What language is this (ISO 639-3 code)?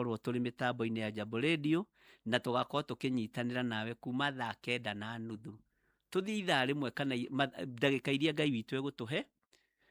kik